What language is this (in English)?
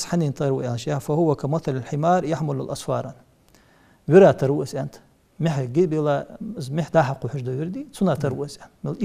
Ingush